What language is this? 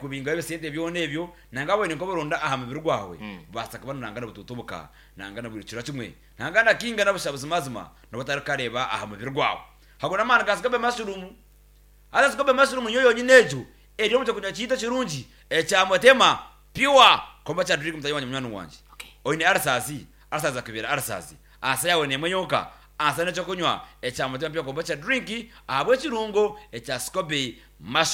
Nyankole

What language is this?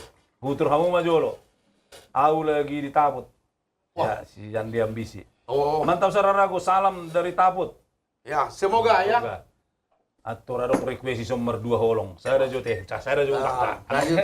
Batak Toba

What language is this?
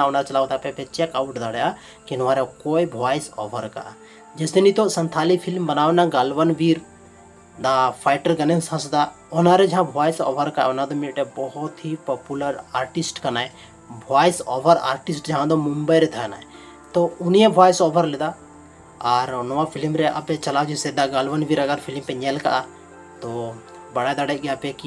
Santali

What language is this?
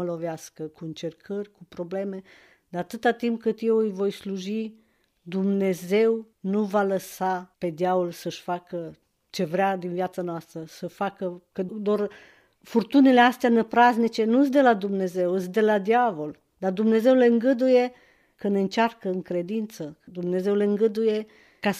Romanian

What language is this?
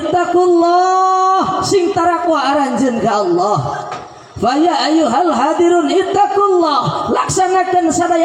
Sundanese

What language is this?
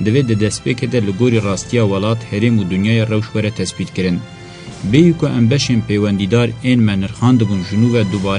Kurdish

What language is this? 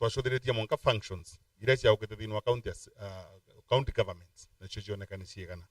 Meru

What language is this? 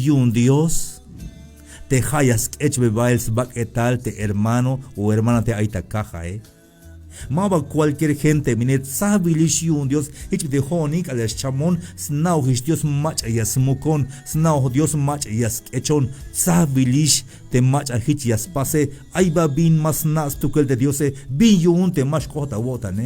Tzeltal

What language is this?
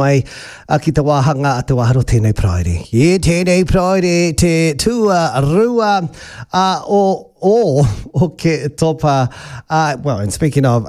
Māori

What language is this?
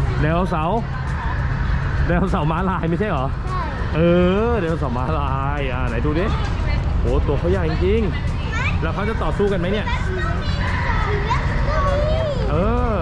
Thai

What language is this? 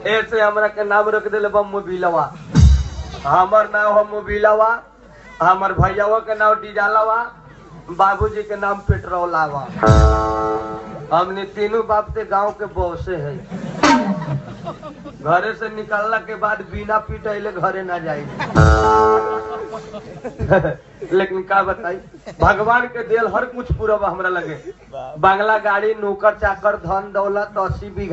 Bhojpuri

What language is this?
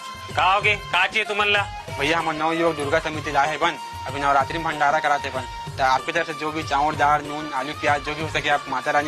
Chhattisgarhi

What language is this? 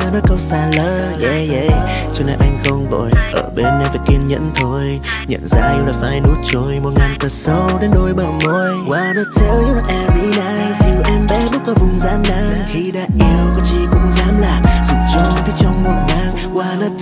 Vietnamese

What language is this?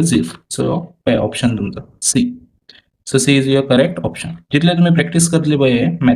Konkani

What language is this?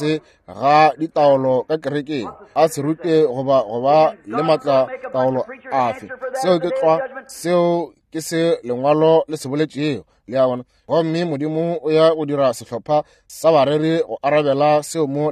Northern Sotho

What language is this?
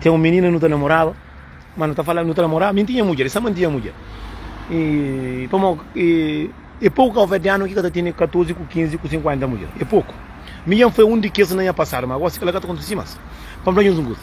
Kabuverdianu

